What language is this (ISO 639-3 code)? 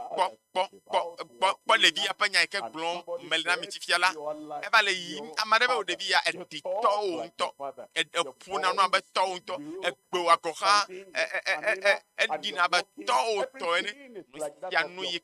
ewe